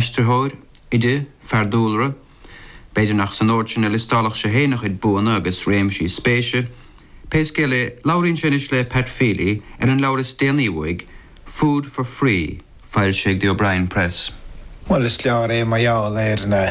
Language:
Irish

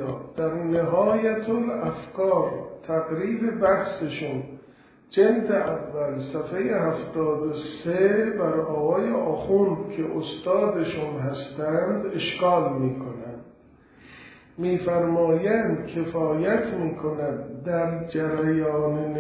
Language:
Persian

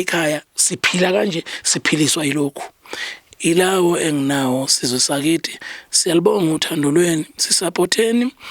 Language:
Zulu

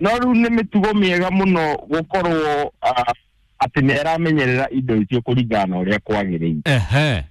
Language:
Kikuyu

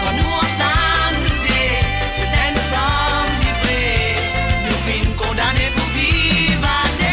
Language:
Morisyen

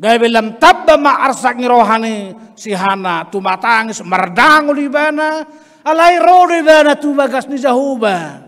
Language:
Batak Toba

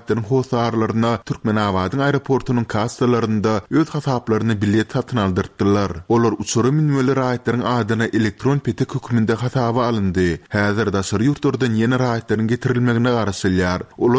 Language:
Turkmen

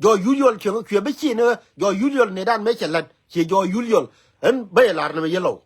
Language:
Nuer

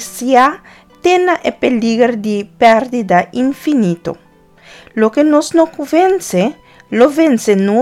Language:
Papiamento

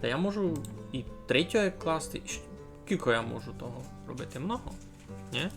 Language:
Rusyn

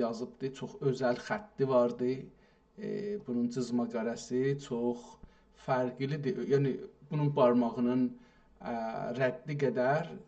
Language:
South Azerbaijani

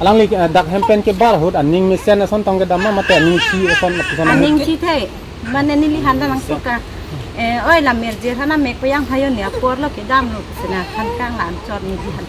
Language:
Karbi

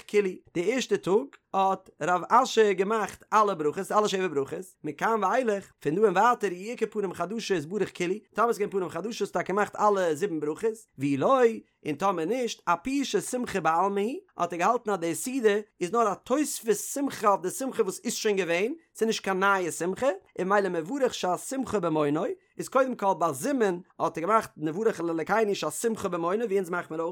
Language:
Yiddish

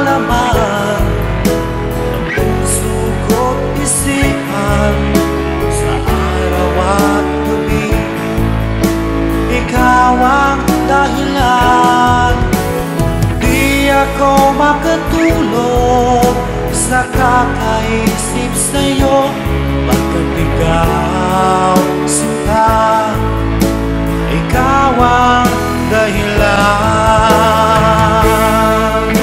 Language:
Filipino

